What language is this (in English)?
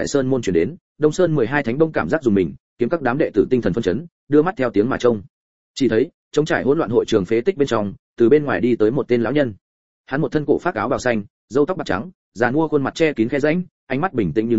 Vietnamese